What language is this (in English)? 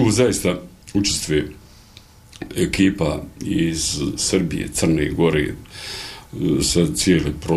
Bosnian